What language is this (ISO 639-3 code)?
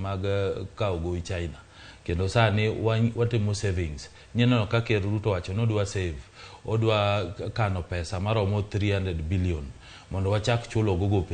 luo